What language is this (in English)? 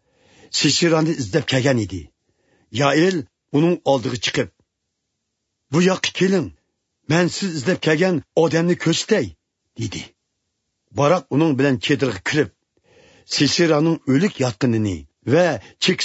Uyghur